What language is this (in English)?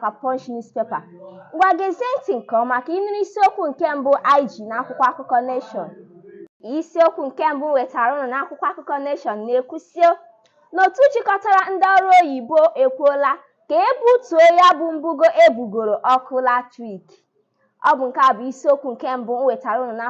Igbo